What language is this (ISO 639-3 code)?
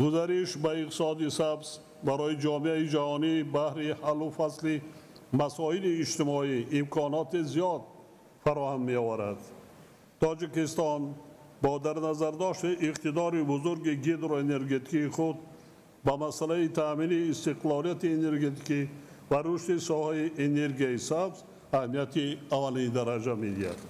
tgk